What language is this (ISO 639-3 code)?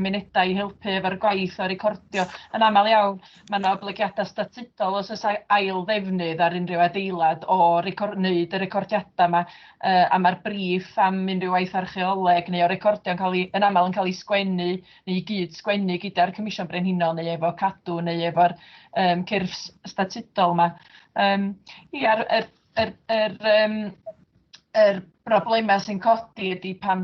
cym